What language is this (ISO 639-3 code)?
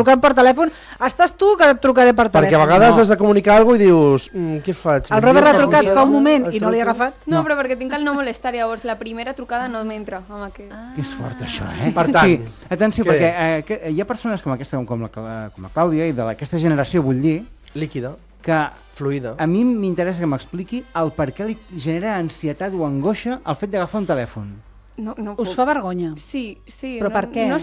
cat